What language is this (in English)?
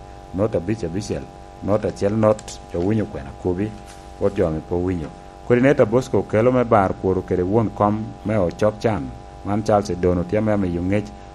Lango (Uganda)